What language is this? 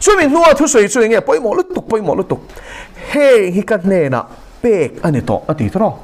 Mizo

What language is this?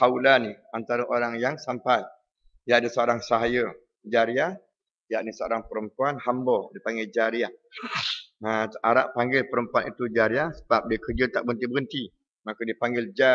Malay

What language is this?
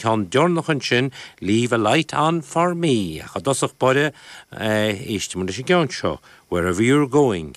Irish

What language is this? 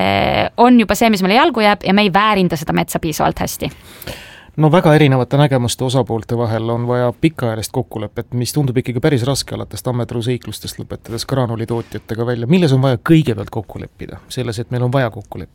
Estonian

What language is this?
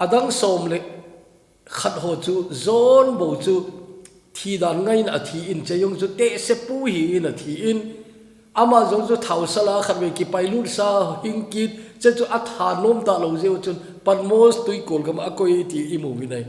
Thado Chin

